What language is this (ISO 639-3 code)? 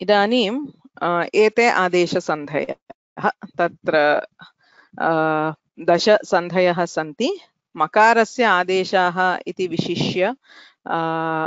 san